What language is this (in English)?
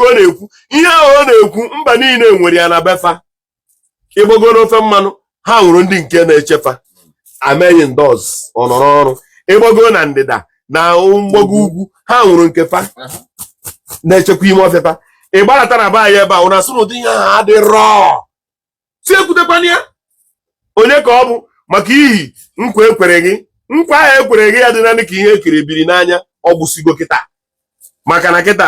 Igbo